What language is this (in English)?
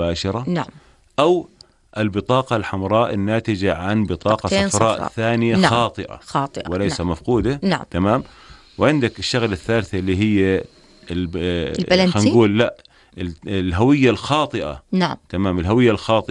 North Levantine Arabic